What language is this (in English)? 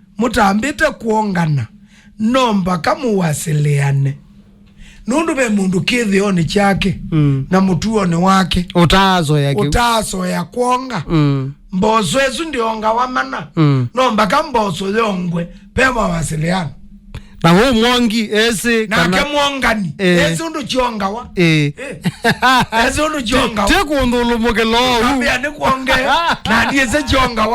Kamba